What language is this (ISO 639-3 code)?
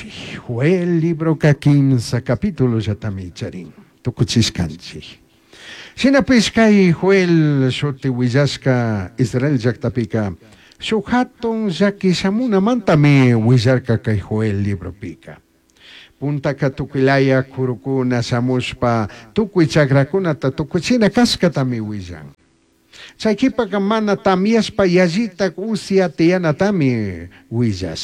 qug